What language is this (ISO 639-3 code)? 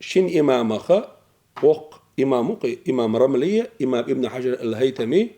che